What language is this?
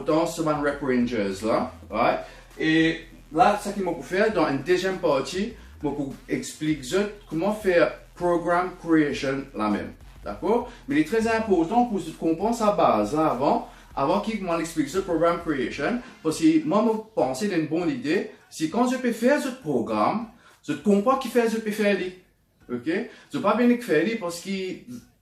Morisyen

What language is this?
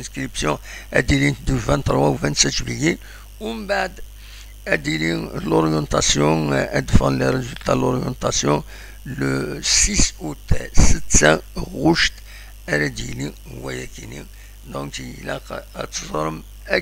Kabyle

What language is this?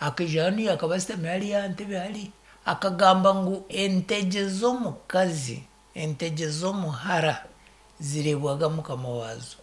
Nyankole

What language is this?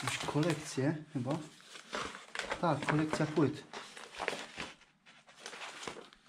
Polish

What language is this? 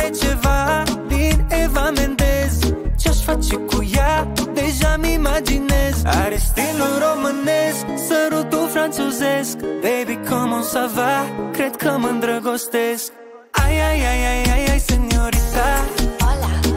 Romanian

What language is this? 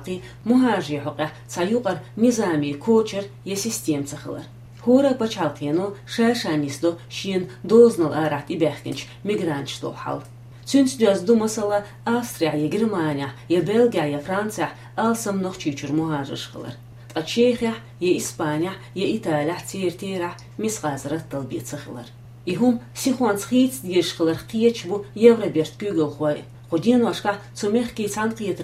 Chechen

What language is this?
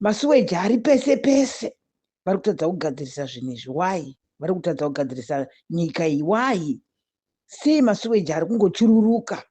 Shona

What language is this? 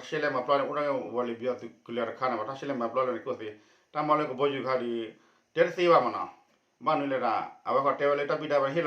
S'gaw Karen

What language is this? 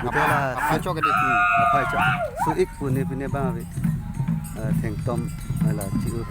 Karbi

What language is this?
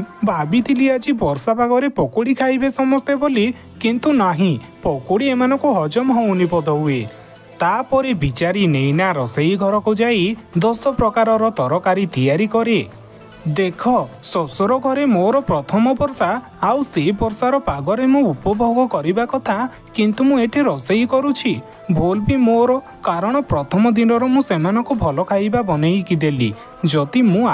Odia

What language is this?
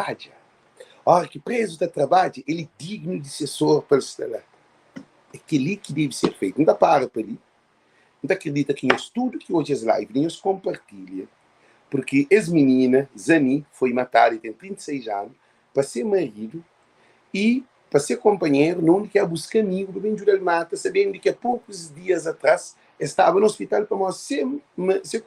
Kabuverdianu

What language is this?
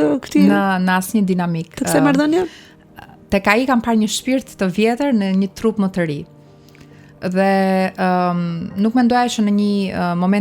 Albanian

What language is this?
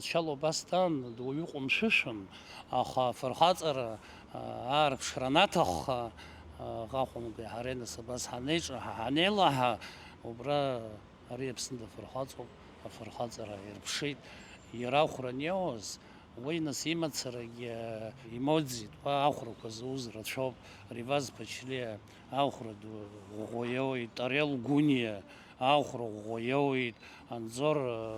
Abkhazian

